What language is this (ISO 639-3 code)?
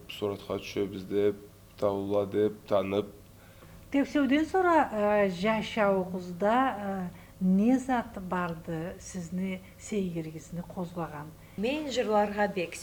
krc